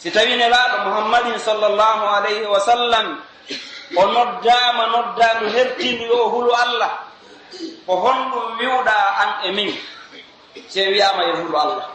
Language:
Pular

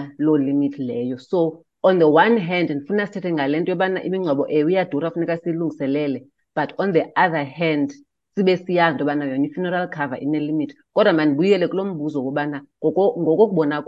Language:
Xhosa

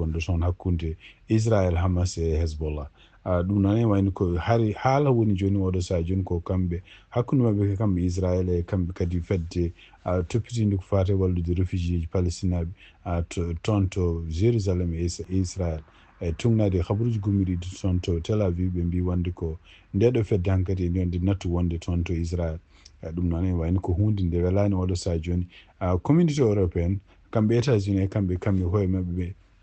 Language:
Fula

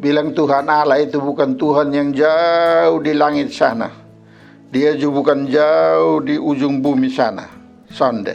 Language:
Kupang Malay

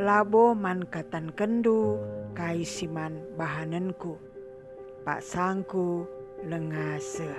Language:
Batak Karo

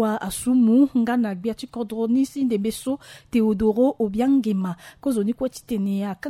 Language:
Sango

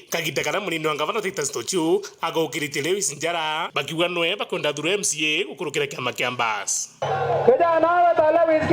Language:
Meru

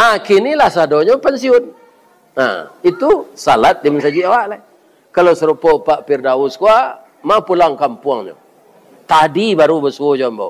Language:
Minangkabau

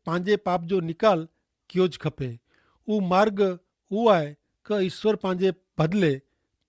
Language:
Kachhi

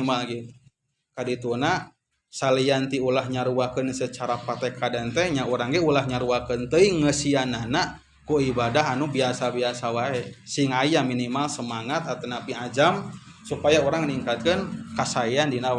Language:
Sundanese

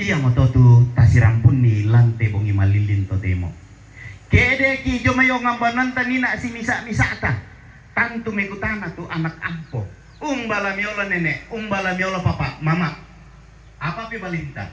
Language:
Toraja-Sa'dan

